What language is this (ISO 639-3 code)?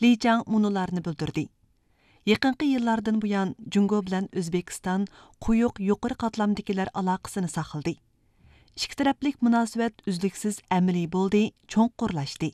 uig